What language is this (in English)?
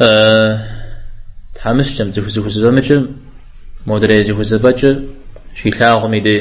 Kabardian